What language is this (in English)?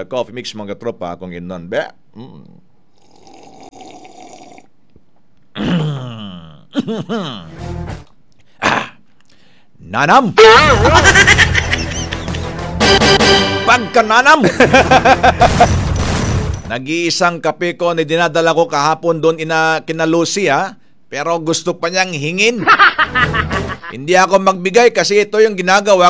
Filipino